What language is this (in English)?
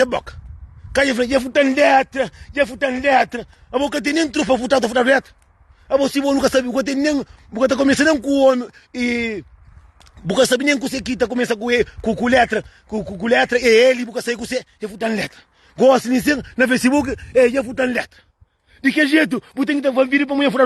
Kabuverdianu